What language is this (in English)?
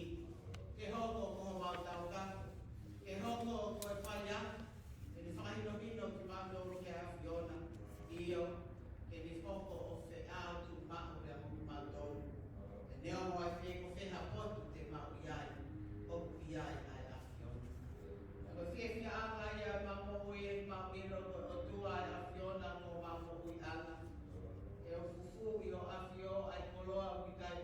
Tongan